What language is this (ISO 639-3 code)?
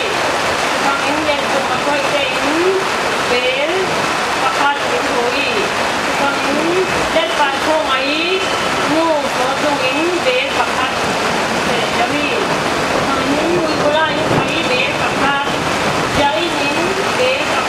cfm